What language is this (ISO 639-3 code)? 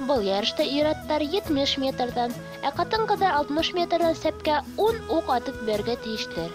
bak